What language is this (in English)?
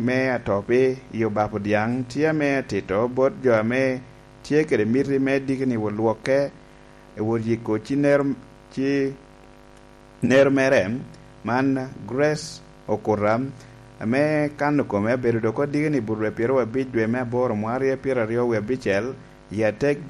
Lango (Uganda)